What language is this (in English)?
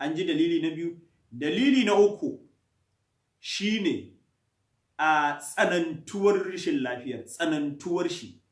Hausa